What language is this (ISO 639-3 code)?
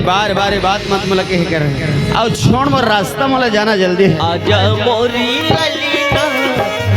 hne